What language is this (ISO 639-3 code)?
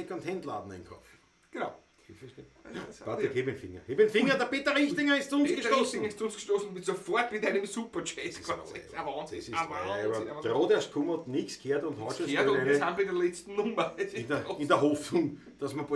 bar